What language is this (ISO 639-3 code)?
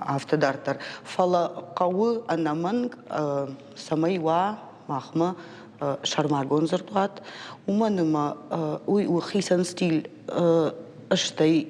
oss